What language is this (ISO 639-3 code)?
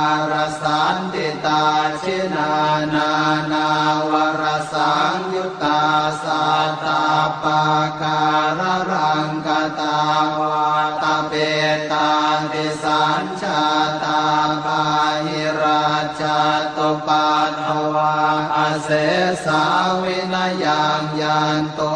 pli